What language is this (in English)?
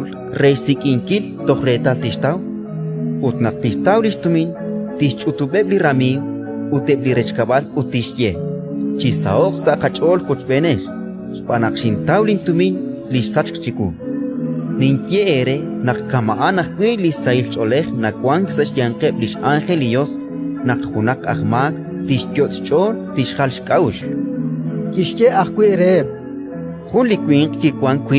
Kekchí